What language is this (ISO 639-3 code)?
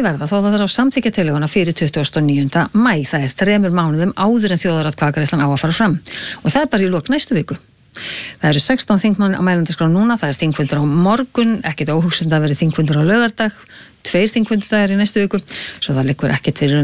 isl